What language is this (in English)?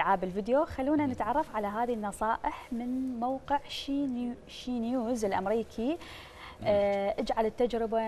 Mesopotamian Arabic